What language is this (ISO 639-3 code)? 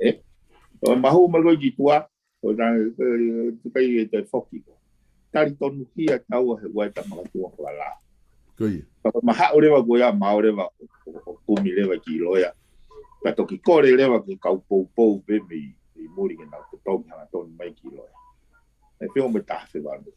ton